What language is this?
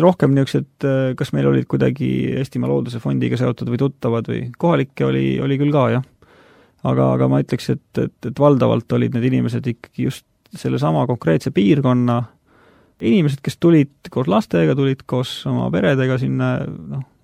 Estonian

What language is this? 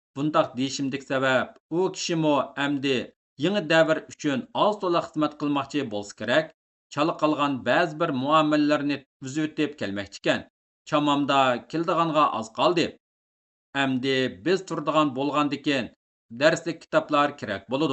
Uyghur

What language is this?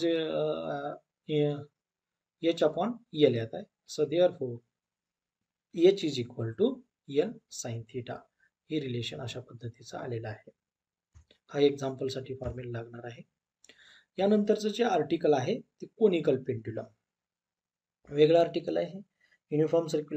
Marathi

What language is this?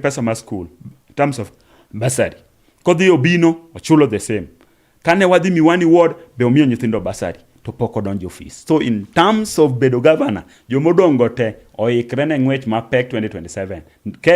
Luo (Kenya and Tanzania)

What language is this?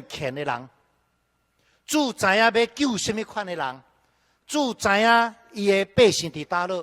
Min Nan Chinese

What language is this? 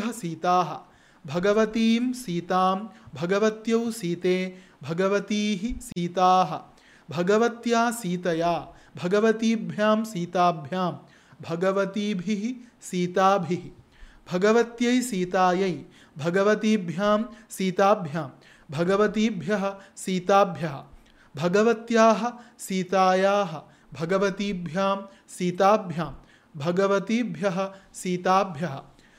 Sanskrit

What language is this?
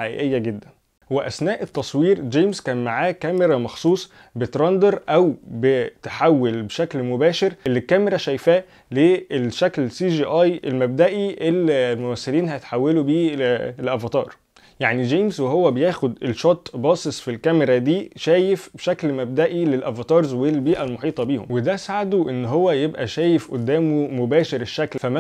Egyptian Arabic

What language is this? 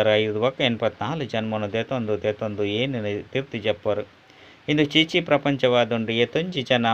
Tulu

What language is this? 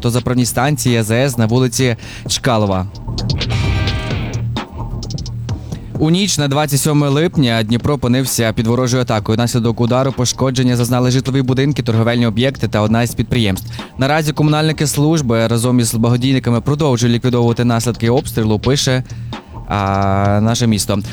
Ukrainian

